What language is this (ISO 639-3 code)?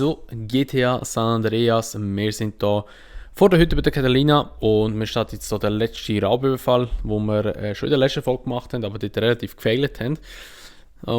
gsw